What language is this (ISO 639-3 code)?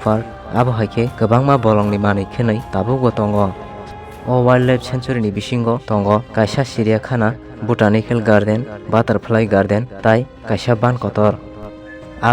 trp